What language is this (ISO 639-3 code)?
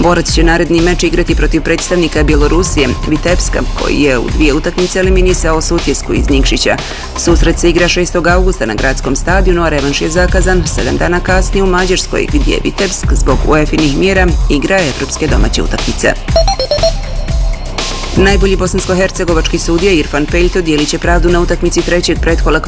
bos